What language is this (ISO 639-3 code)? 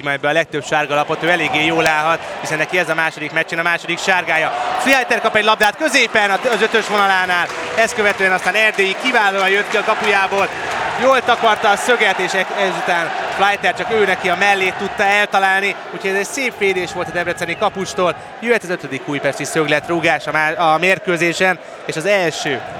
hun